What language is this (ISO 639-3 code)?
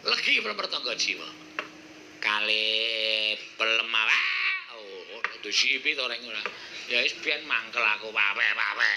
jav